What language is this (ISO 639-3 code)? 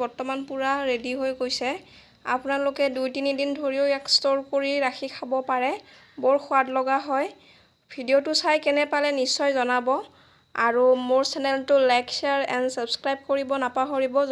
asm